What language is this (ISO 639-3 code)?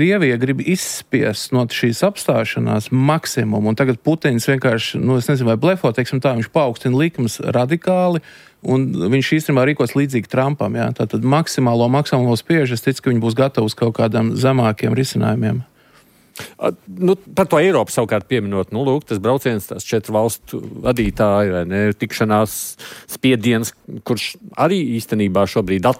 lav